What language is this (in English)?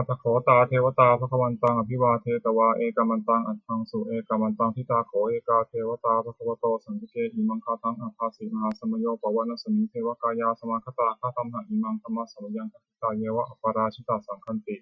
Pali